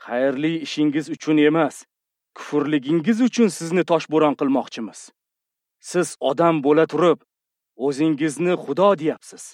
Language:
Uzbek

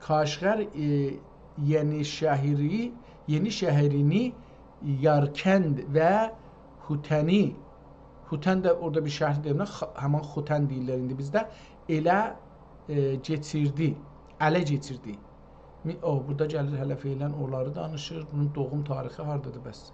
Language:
South Azerbaijani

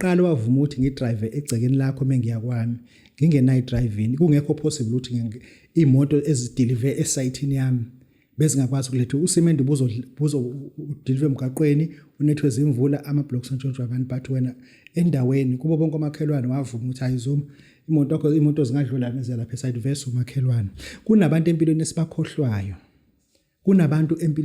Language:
Zulu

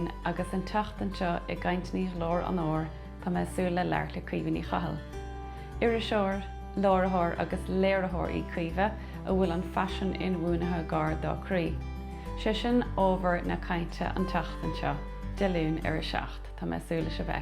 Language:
Irish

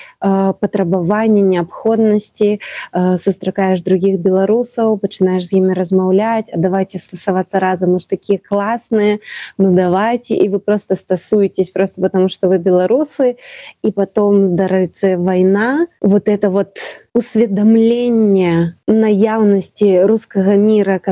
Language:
Belarusian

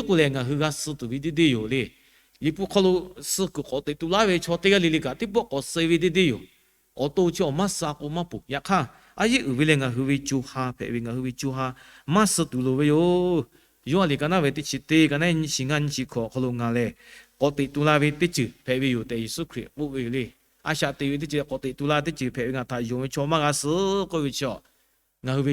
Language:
Lahu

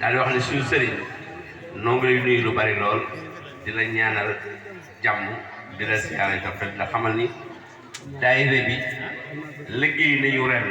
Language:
Wolof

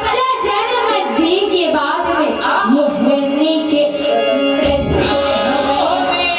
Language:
Chhattisgarhi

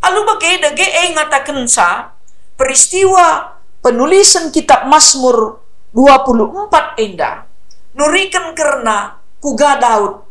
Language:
Batak Karo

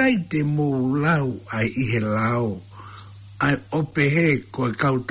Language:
Tongan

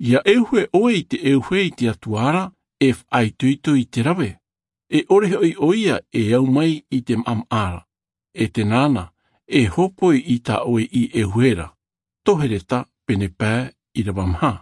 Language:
Tahitian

